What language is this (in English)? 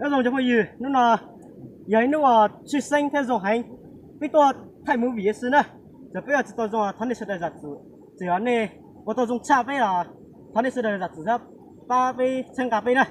Hmong